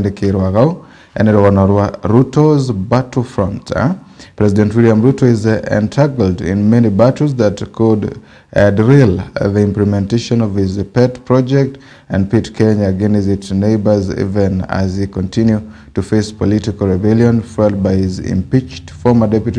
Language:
Meru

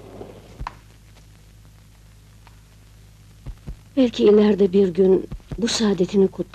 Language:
Turkish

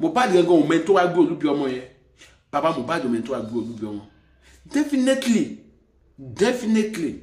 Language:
Yoruba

